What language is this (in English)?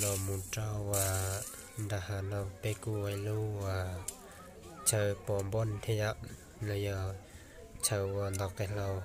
Hmong